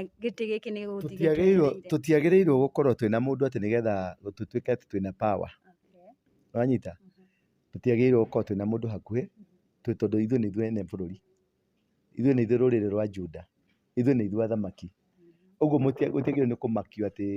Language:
Kikuyu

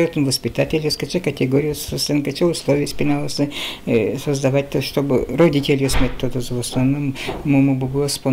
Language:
Udmurt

